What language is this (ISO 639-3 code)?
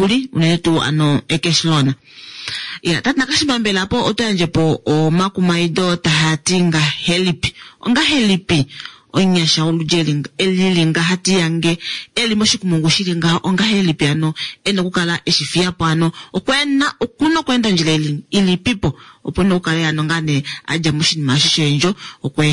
kua